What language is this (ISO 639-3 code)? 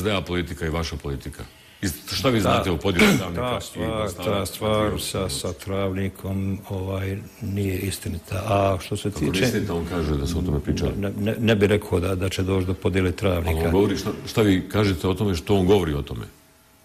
bos